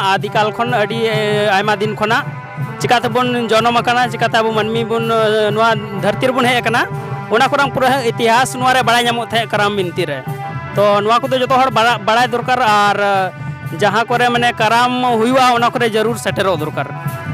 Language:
Santali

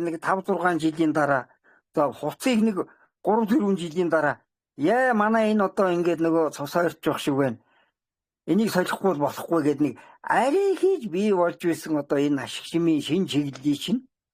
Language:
Mongolian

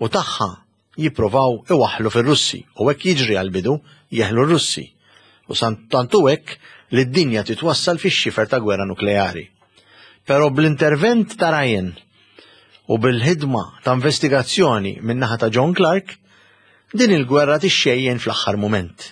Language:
Maltese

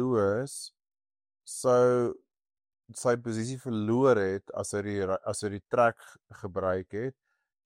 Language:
Afrikaans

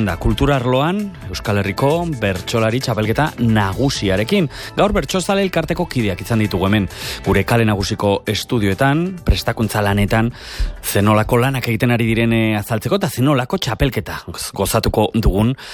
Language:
Basque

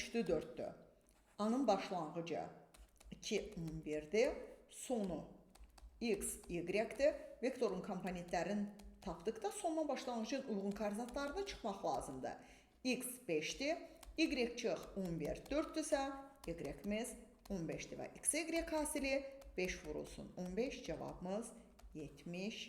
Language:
Azerbaijani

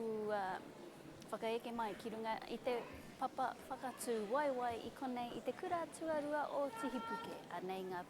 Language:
Māori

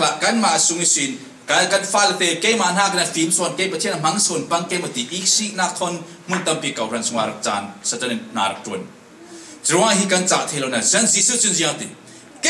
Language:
Falam Chin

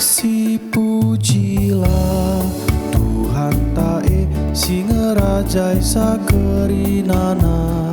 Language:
Batak Karo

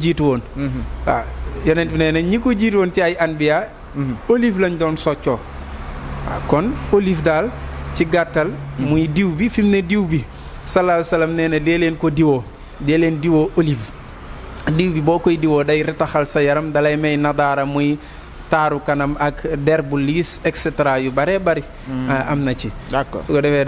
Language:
Wolof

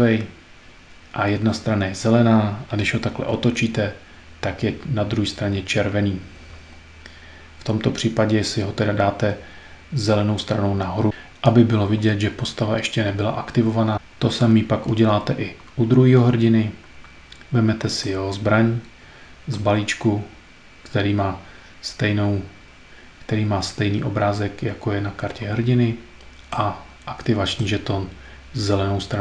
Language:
Czech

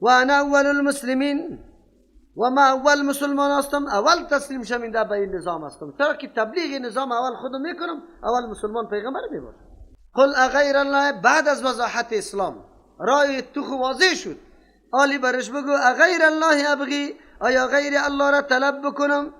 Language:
Persian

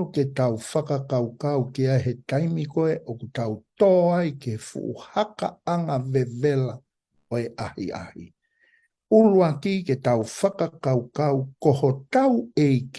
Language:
Tongan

